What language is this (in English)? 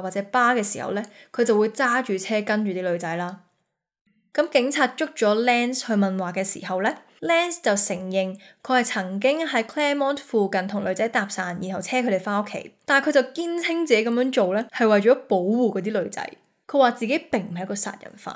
Cantonese